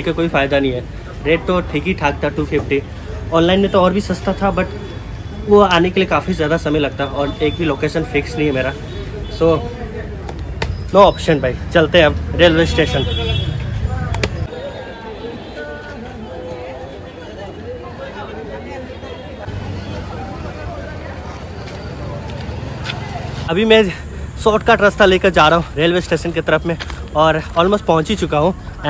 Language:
Hindi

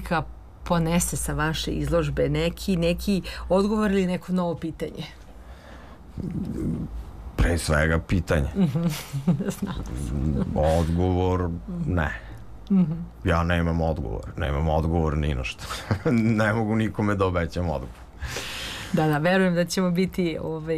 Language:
Serbian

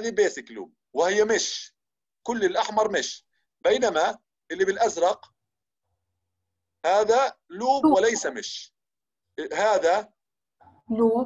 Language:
South Levantine Arabic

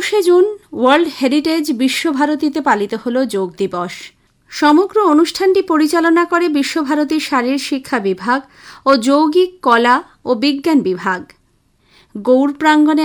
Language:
Bangla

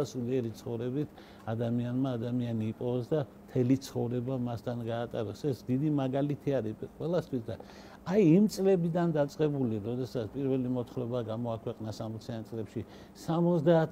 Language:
Georgian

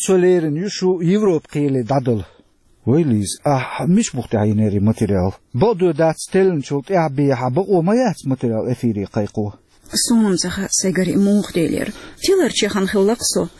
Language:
Chechen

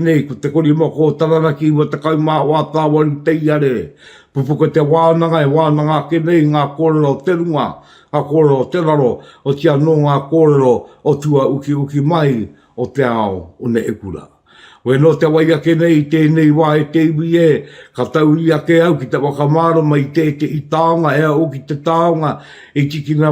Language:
Māori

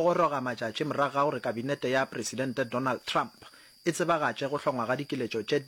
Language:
Northern Sotho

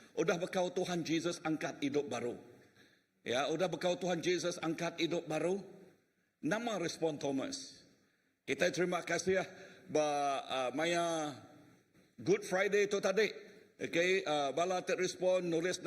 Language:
Iban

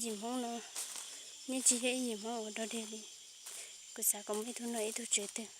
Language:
Hmong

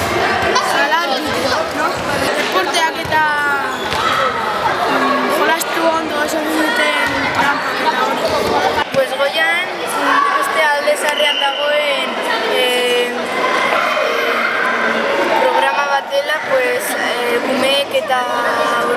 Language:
Basque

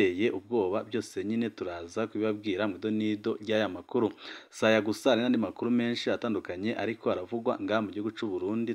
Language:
Rundi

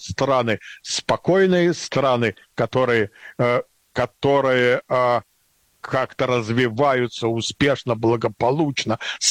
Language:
Russian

